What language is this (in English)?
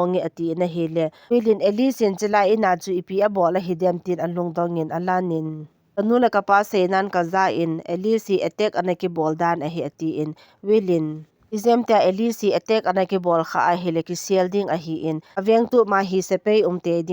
Thado Chin